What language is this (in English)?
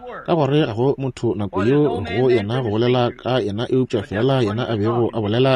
Northern Sotho